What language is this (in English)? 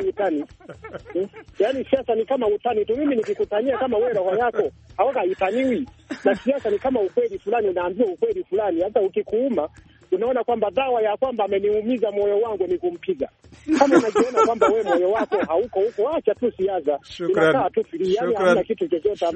Swahili